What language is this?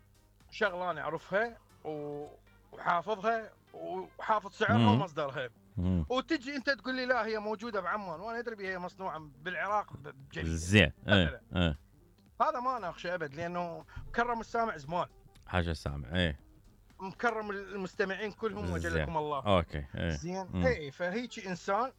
Mesopotamian Arabic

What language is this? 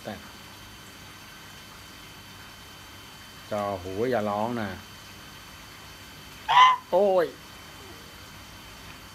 Thai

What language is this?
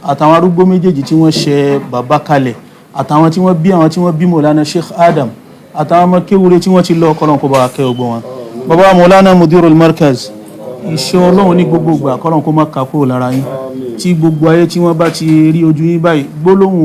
Yoruba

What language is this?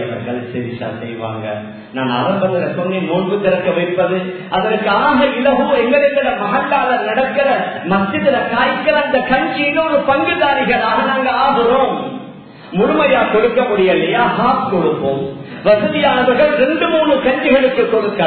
Tamil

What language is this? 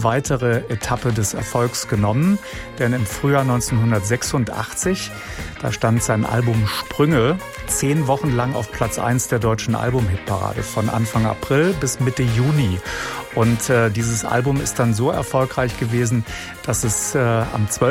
German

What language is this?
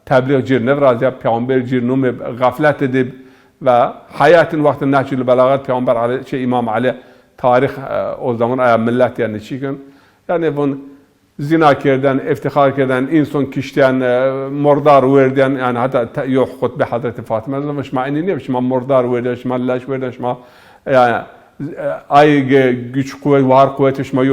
Zaza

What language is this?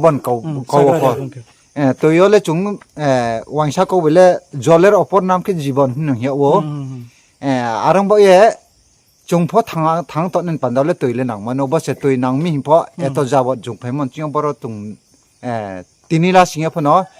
Riang (India)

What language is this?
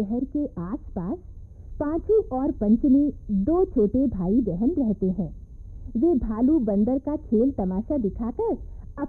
Hindi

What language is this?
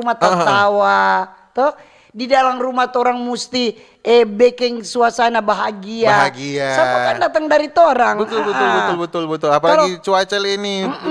Manado Malay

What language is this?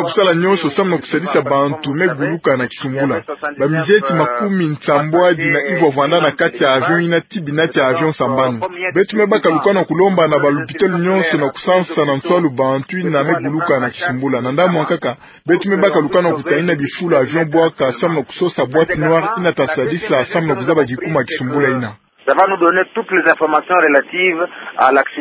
Kituba (Democratic Republic of Congo)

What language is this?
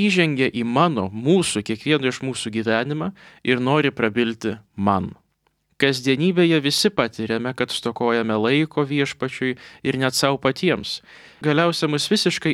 Lithuanian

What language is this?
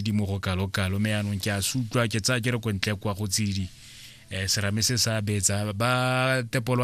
Tswana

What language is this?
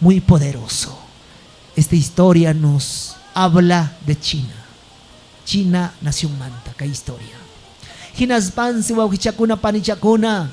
Ayacucho Quechua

